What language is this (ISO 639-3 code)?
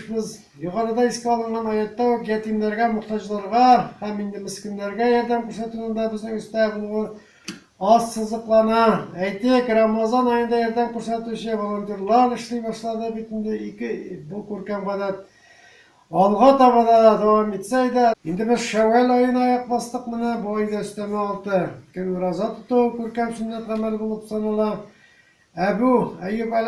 tat